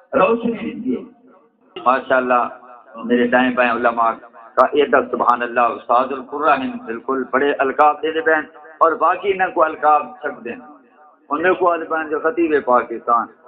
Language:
Saraiki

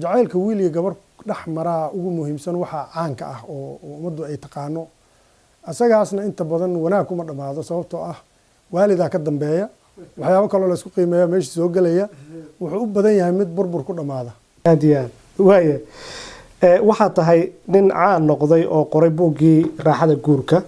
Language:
Somali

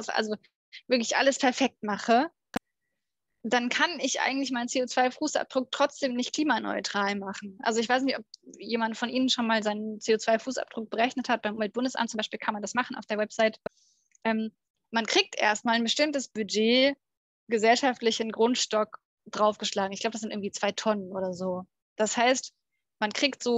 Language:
German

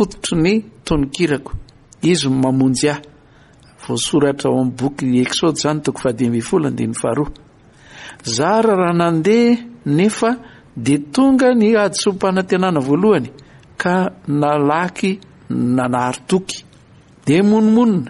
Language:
Malagasy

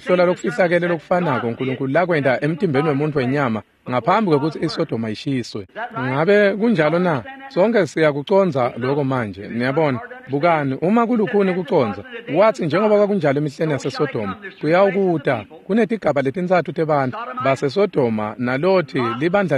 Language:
Swati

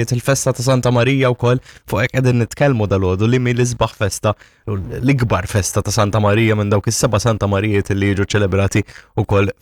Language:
Maltese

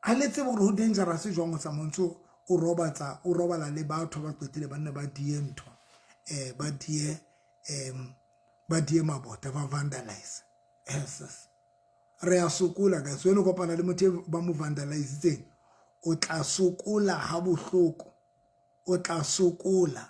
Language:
Southern Sotho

